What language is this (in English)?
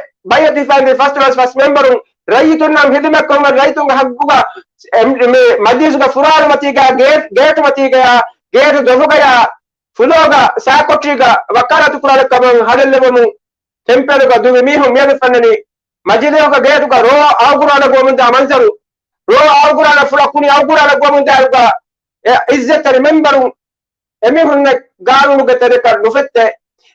Divehi